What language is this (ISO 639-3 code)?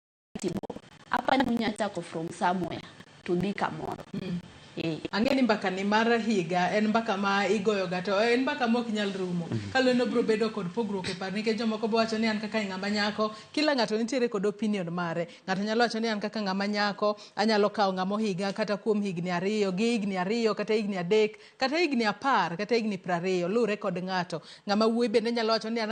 luo